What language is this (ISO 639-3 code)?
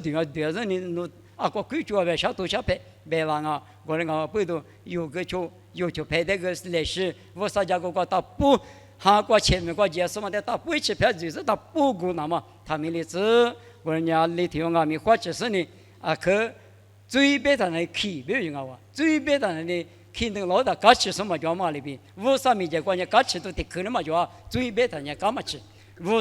lis